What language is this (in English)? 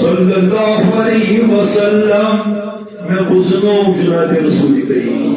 Kashmiri